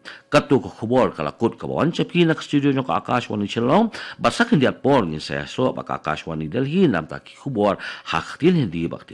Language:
Khasi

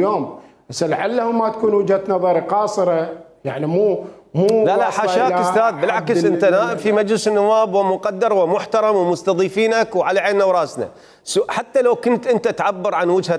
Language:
Mesopotamian Arabic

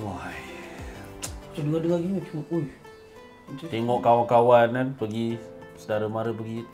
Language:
Malay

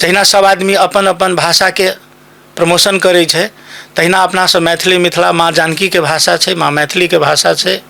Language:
Maithili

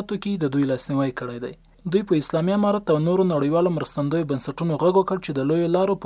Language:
Pashto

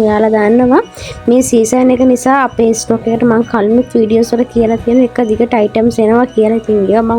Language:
Sinhala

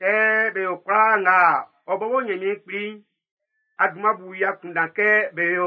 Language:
Baoulé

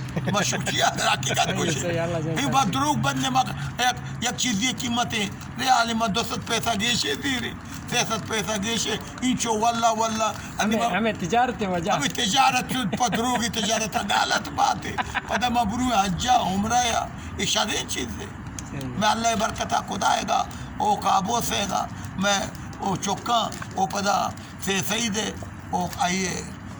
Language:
Baluchi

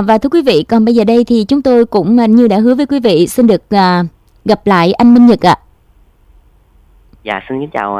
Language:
Vietnamese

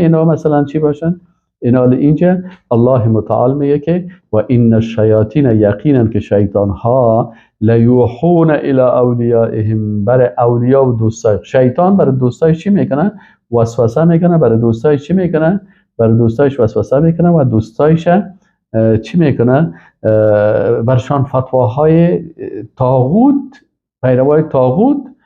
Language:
Persian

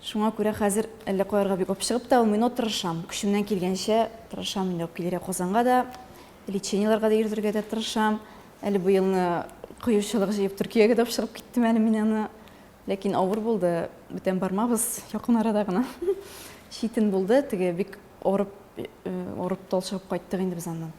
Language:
Tatar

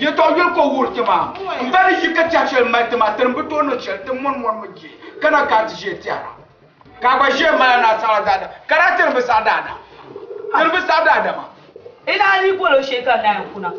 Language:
Dagbani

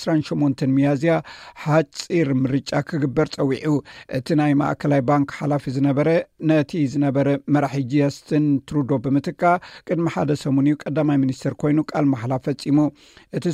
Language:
Tigrinya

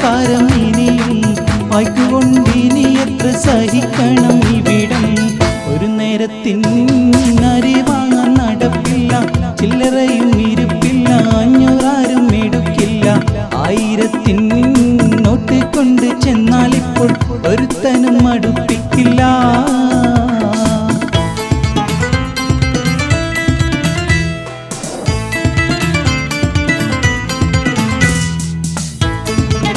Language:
Malayalam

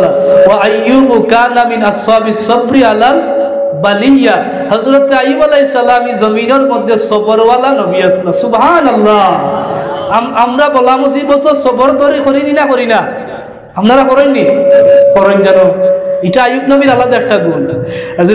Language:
Sylheti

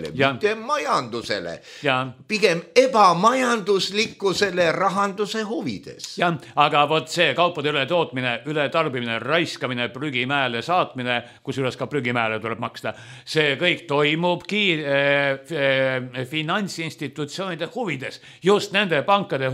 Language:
Estonian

